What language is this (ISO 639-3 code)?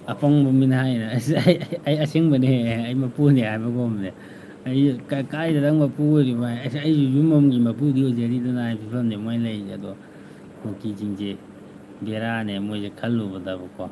mni